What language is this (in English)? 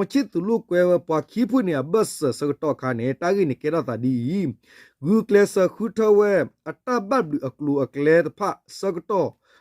S'gaw Karen